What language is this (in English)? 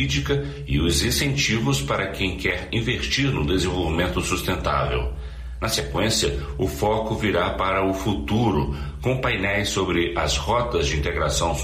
Portuguese